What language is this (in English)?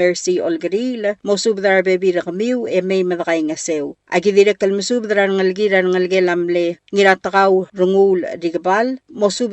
Palauan